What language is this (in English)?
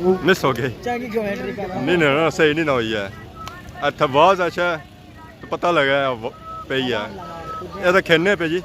Pahari-Potwari